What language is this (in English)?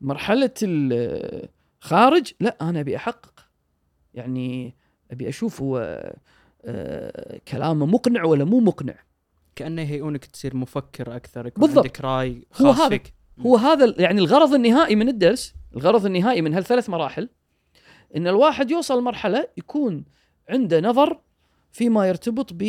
Gulf Arabic